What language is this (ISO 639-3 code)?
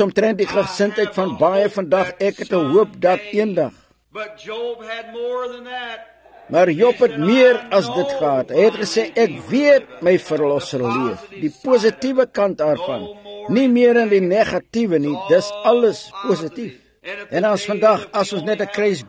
afr